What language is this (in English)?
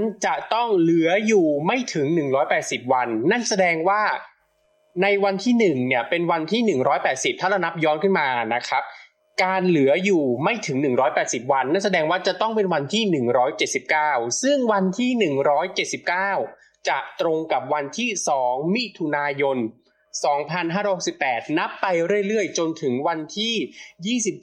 Thai